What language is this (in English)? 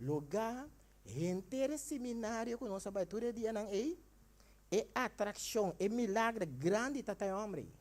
Papiamento